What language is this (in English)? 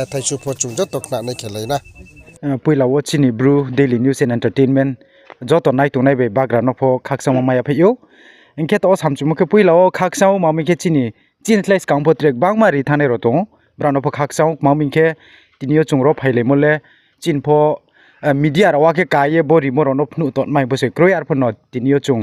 Riang (India)